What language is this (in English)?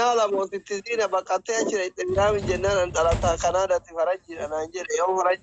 Oromo